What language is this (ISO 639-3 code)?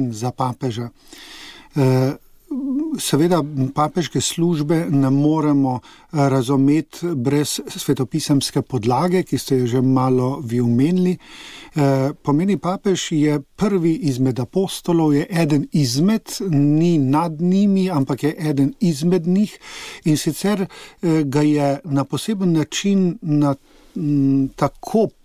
slv